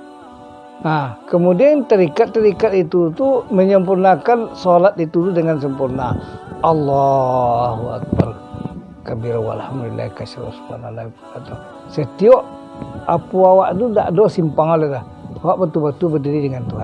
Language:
Minangkabau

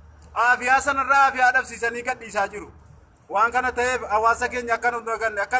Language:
Oromo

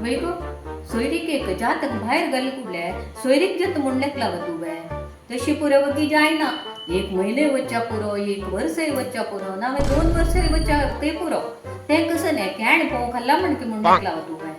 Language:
Konkani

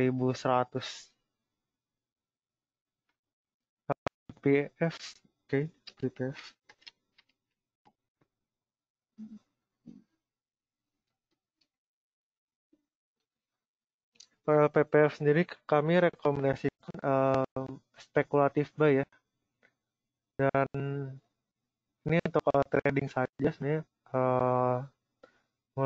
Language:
Indonesian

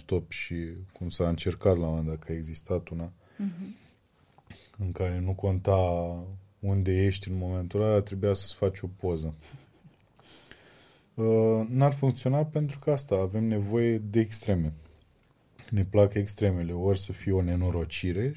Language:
Romanian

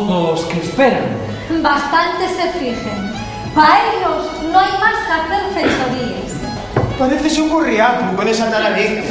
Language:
Asturian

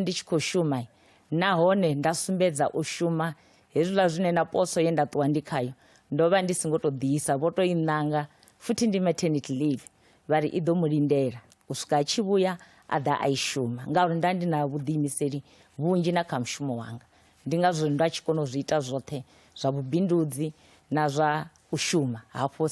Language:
Venda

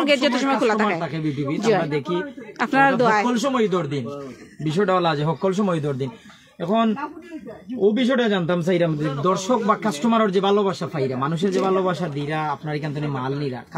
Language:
Sylheti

